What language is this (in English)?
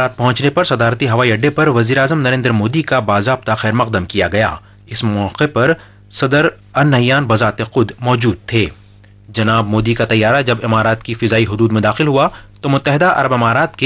Urdu